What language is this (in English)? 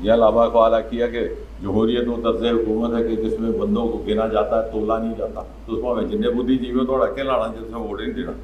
Dogri